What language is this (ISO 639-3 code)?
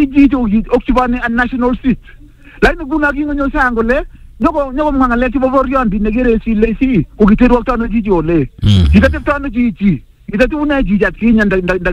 swa